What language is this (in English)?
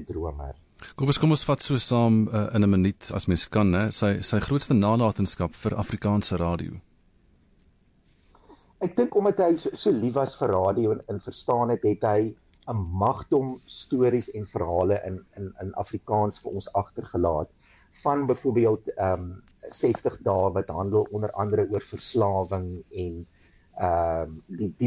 Afrikaans